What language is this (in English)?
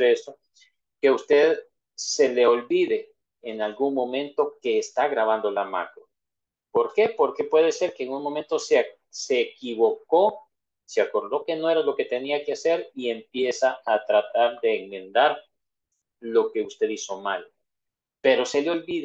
Spanish